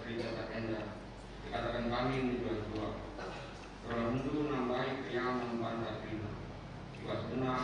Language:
Batak Karo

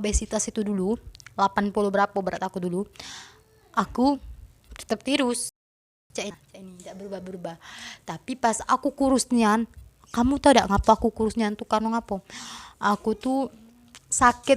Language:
Musi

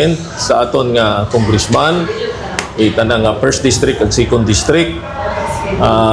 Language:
Hiligaynon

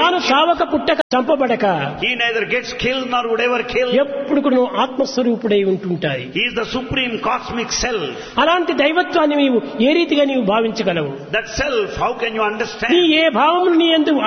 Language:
Telugu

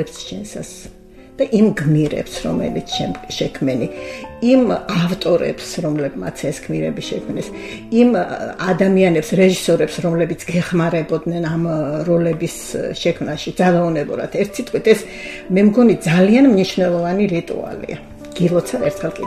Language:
Georgian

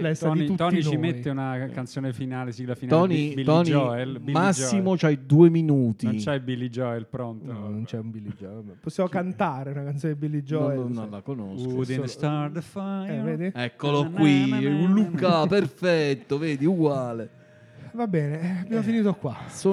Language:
Italian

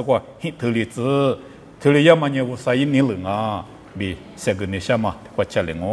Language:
Lisu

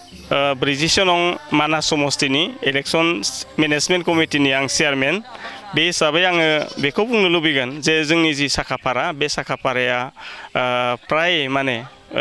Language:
Bodo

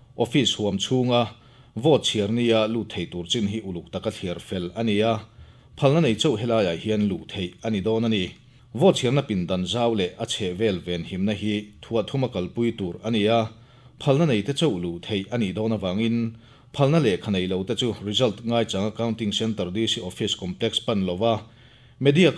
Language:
Mizo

